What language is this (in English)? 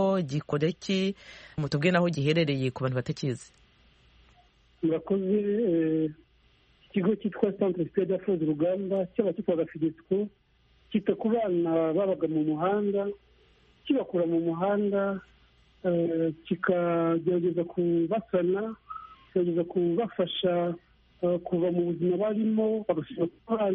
Kinyarwanda